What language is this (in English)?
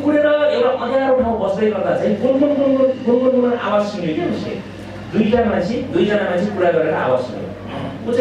Nepali